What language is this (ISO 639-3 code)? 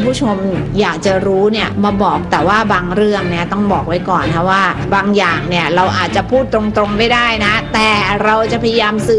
tha